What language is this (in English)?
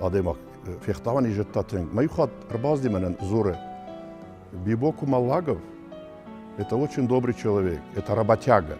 Ossetic